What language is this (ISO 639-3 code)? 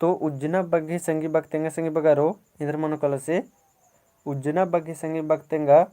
kru